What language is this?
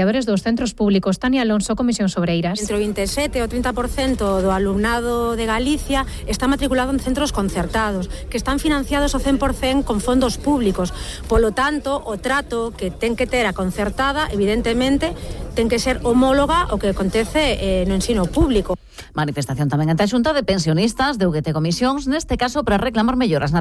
Galician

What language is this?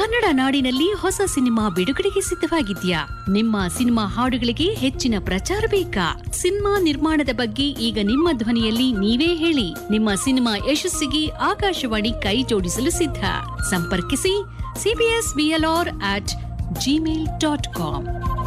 Kannada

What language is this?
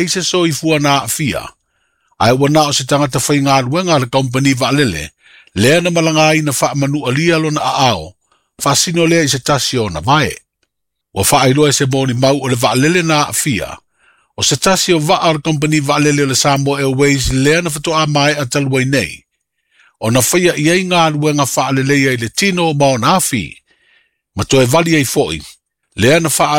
Samoan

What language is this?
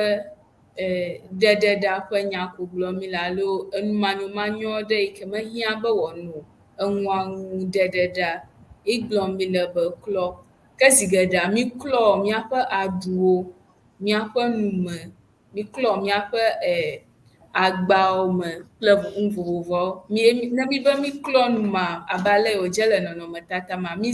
Ewe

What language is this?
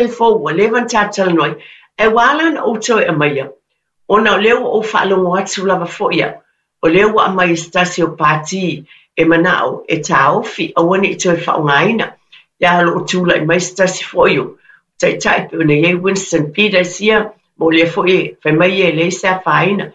Samoan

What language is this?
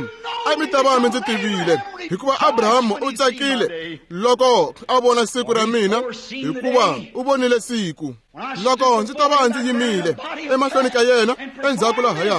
Tsonga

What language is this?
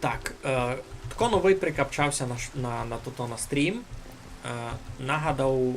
Rusyn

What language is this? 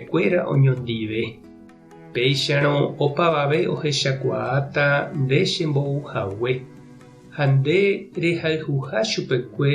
Guarani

